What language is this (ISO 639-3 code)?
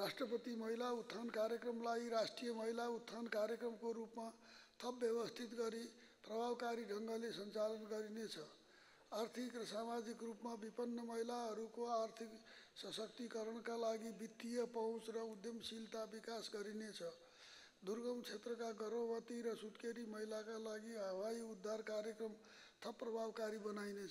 nep